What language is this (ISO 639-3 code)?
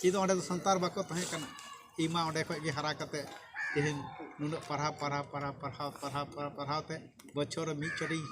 sat